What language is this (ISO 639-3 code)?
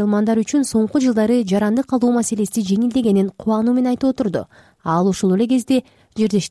kir